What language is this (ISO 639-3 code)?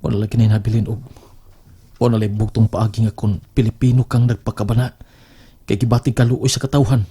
ceb